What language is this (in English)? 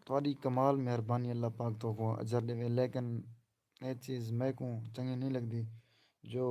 Saraiki